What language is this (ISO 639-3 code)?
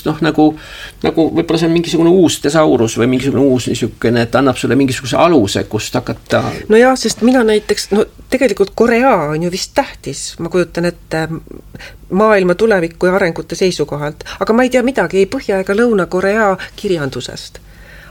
est